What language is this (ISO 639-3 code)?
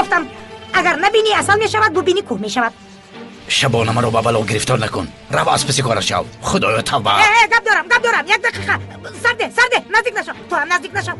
tgk